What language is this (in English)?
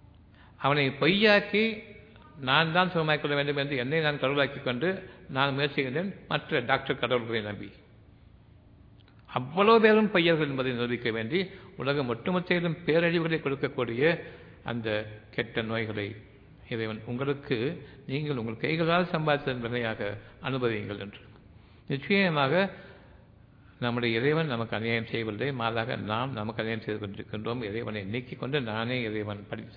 Tamil